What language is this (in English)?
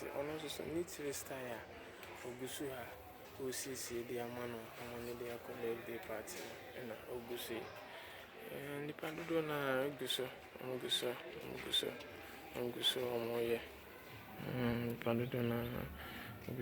Akan